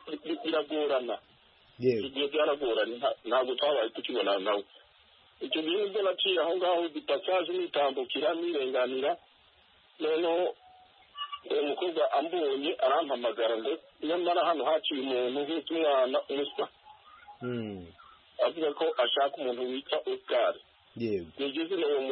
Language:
Kinyarwanda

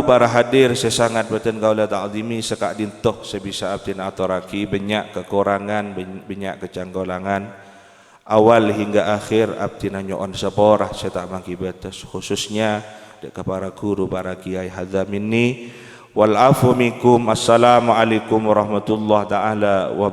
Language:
Madurese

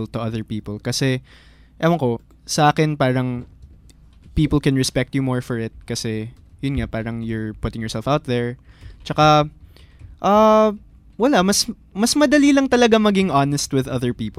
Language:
Filipino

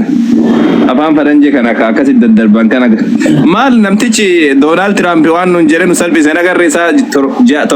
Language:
Oromo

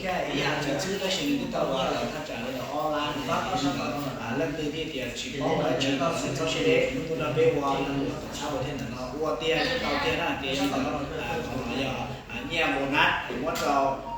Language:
Hmong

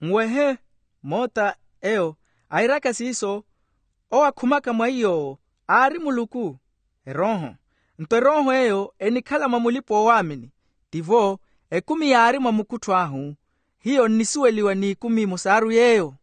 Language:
Makhuwa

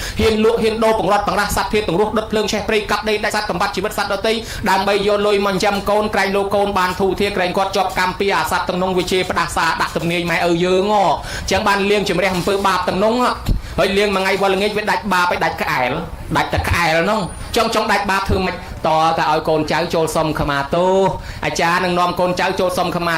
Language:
Khmer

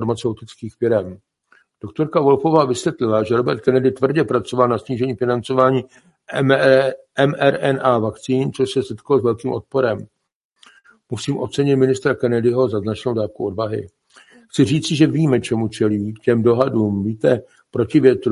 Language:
Czech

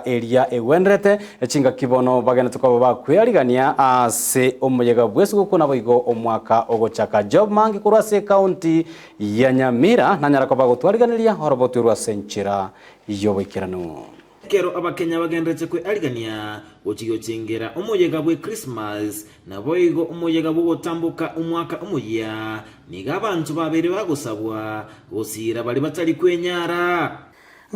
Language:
Gusii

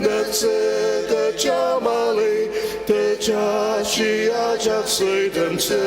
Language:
Ao Naga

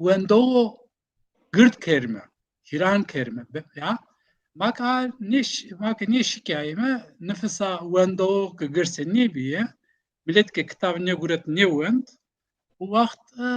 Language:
Zaza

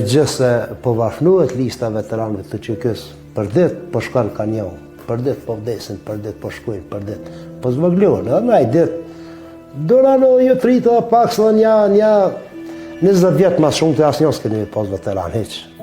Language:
Albanian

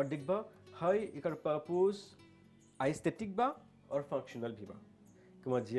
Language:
Bhojpuri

